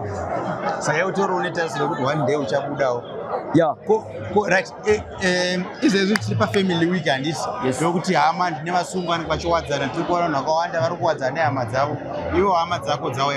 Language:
Shona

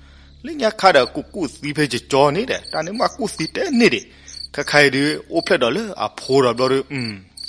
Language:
S'gaw Karen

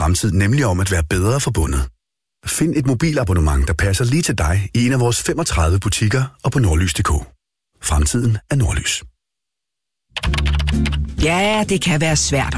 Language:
Danish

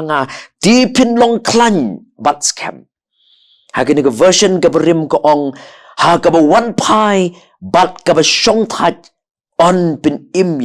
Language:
Khasi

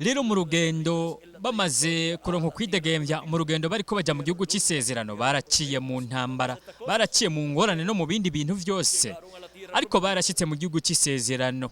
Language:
Rundi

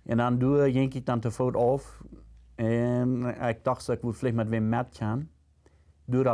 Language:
Plautdietsch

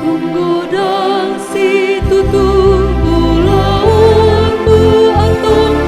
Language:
Batak Toba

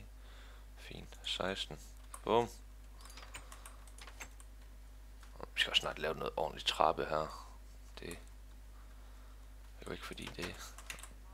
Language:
Danish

